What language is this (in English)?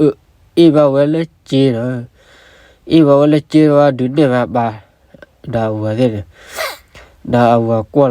S'gaw Karen